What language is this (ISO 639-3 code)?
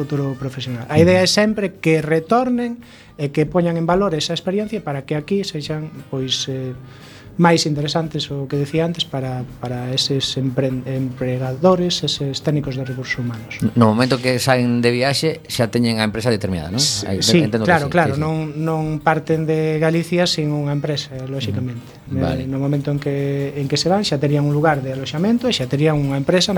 glg